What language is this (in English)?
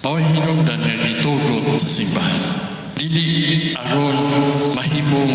Cebuano